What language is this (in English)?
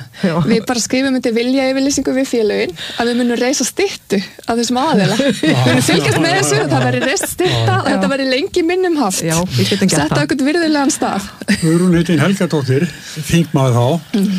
Icelandic